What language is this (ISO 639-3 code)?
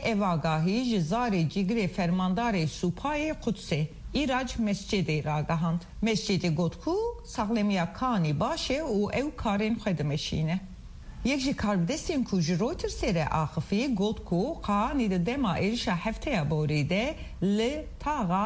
kur